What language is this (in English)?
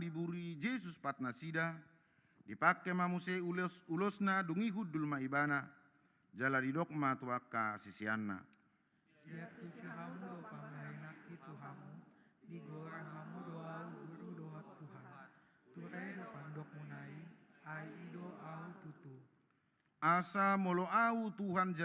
Batak Toba